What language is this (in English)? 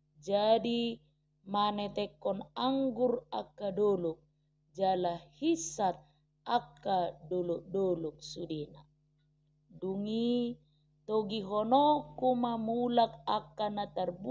Batak Toba